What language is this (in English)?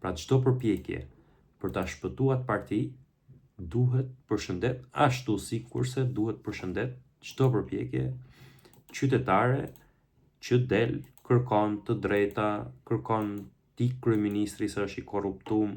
Albanian